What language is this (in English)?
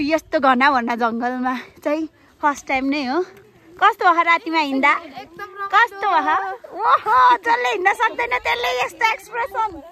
Nepali